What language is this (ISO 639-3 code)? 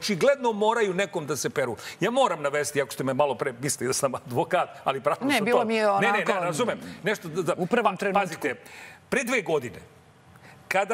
srp